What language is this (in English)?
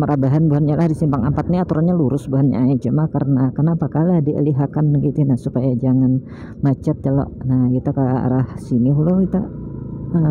Banjar